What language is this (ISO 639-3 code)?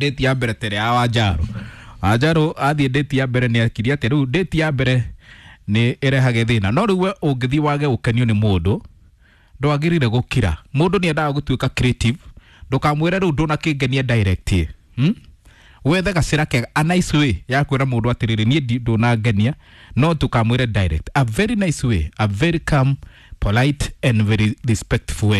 kik